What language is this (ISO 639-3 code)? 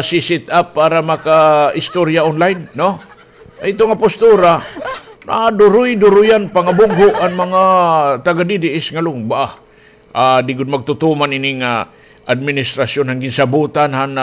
war